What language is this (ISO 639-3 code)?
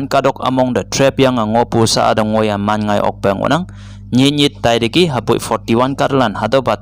nbe